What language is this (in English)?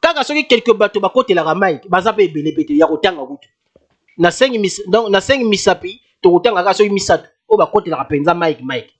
Lingala